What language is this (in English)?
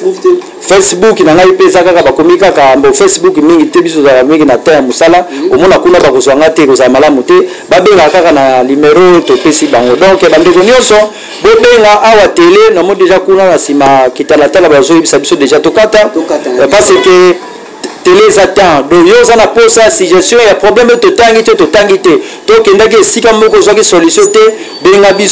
Lingala